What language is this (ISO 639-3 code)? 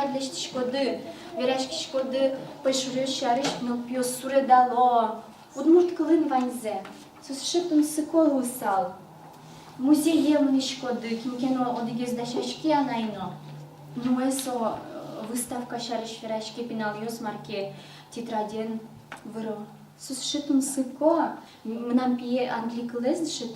udm